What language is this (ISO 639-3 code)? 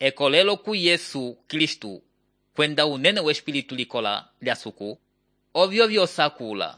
umb